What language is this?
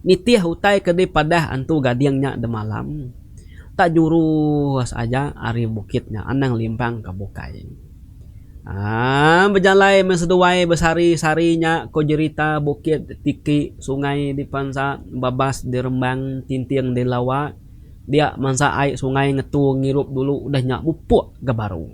Iban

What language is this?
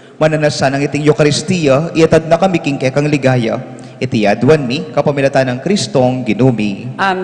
Pampanga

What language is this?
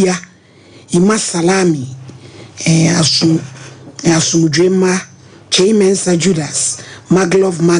Akan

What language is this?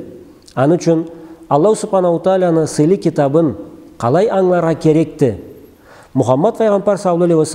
Karachay-Balkar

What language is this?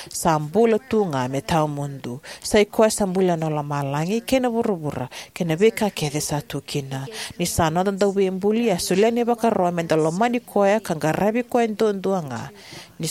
Fijian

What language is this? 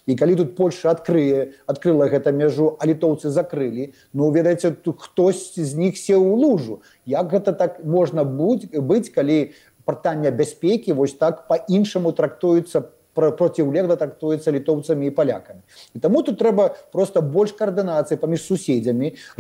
Belarusian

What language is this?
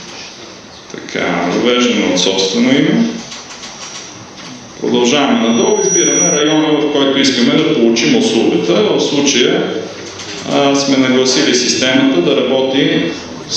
Bulgarian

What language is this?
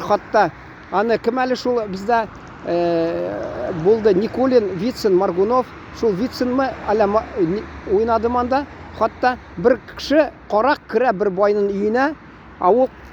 Tatar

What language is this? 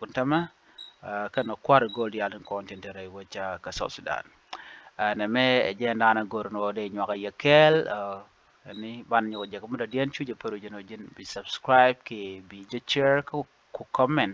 Nuer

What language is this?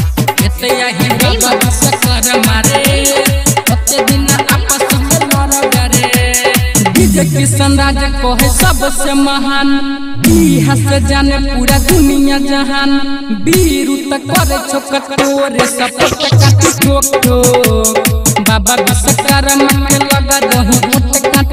Maithili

